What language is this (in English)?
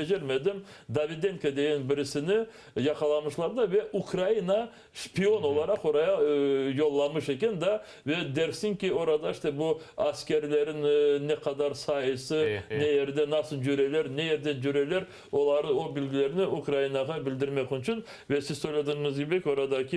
Crimean Tatar